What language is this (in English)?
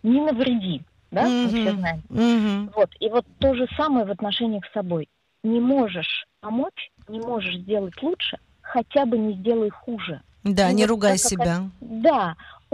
Russian